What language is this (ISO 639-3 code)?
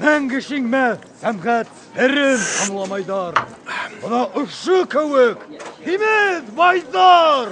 bak